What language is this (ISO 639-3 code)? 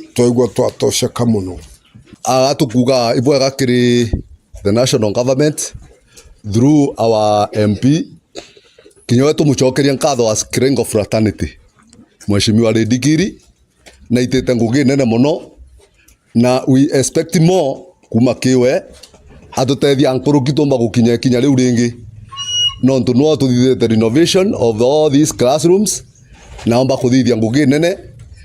mer